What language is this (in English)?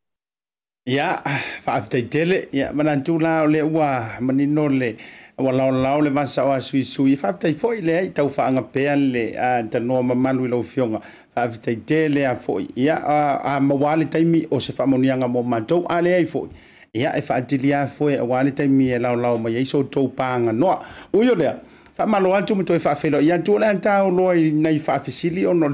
Samoan